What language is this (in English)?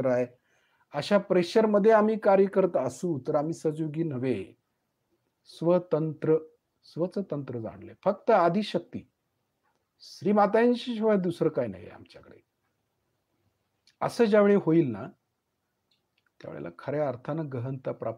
Marathi